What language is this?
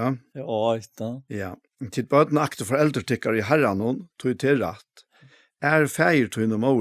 Faroese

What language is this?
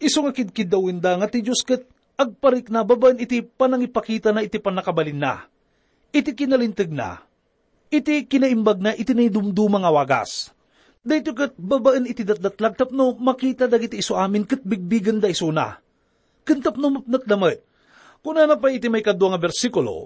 Iloko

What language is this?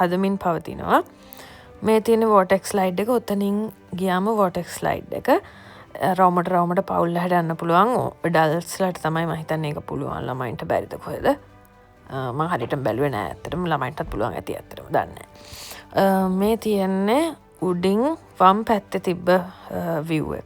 Sinhala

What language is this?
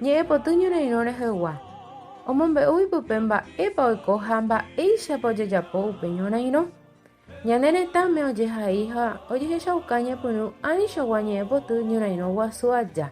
Guarani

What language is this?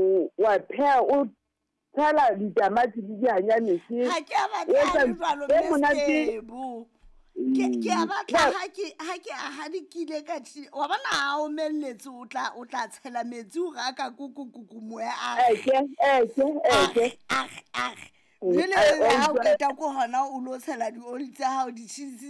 Southern Sotho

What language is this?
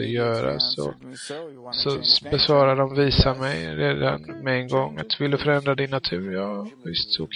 Swedish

